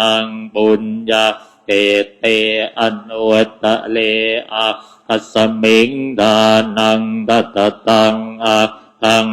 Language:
Pali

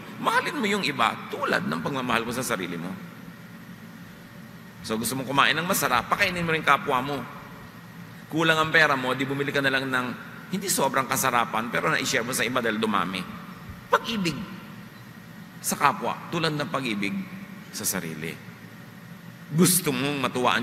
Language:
Filipino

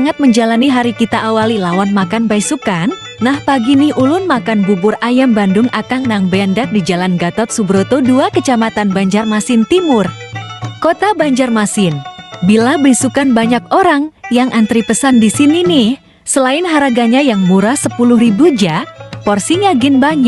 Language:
Banjar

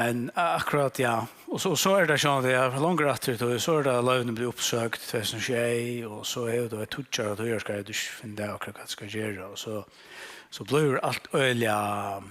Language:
Faroese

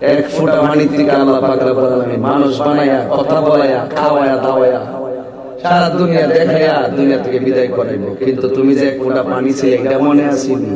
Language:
Sylheti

